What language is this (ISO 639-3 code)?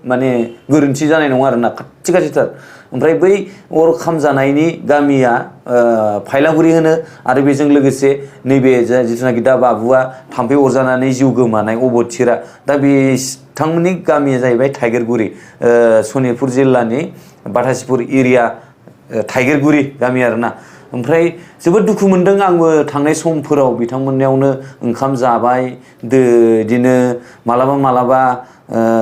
brx